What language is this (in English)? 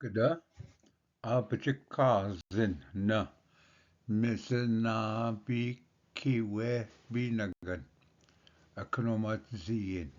Ojibwa